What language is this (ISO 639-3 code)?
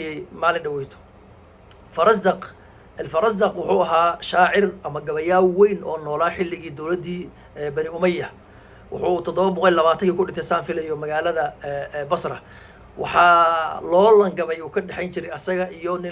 som